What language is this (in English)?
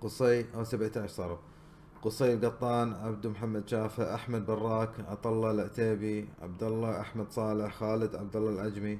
Gulf Arabic